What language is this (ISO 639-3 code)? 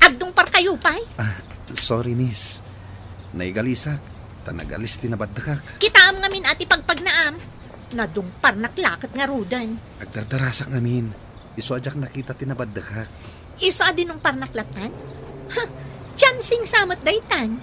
ilo